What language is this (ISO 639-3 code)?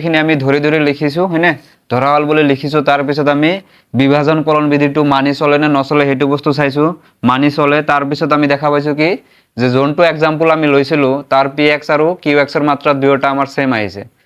asm